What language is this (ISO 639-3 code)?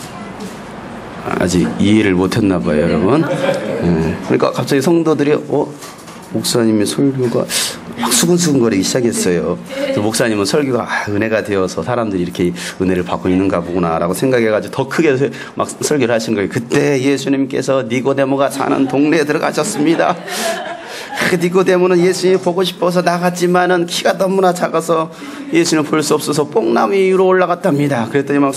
kor